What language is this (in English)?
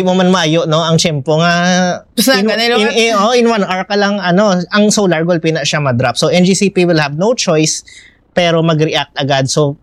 Hiligaynon